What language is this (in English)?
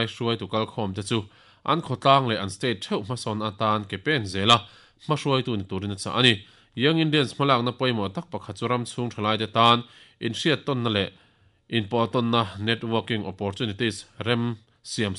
Mizo